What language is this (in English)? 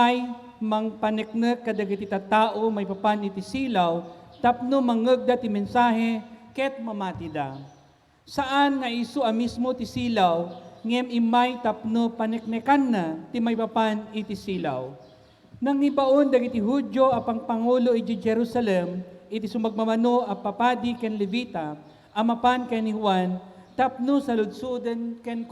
Iloko